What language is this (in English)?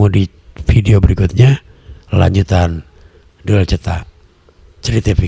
Betawi